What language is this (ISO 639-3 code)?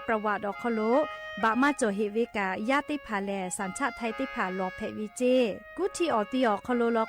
lhu